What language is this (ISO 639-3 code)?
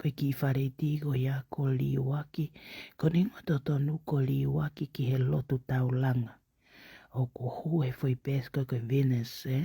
ton